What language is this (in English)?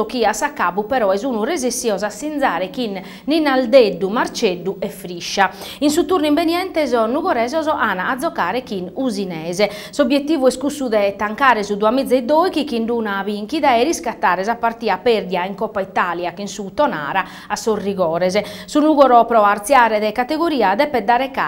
Sardinian